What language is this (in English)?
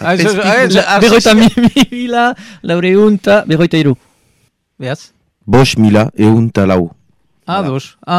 Basque